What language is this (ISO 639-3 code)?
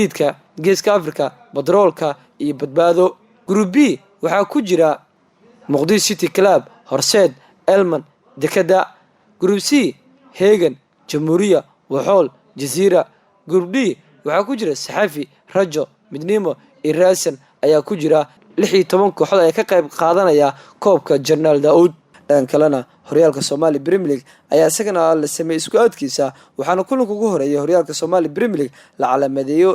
som